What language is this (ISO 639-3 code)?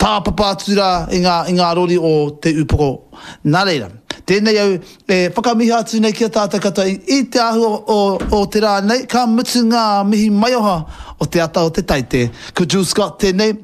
mri